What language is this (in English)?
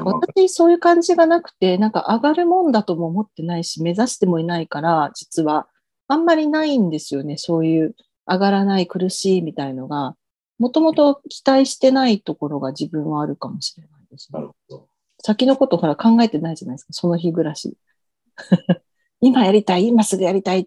Japanese